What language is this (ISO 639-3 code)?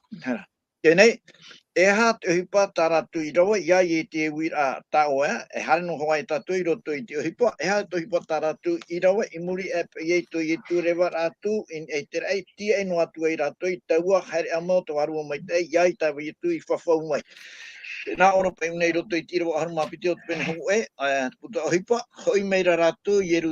tah